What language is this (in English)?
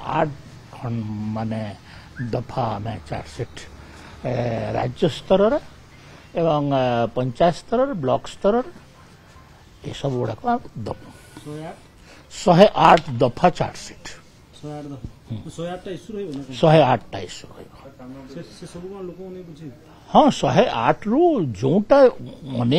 Odia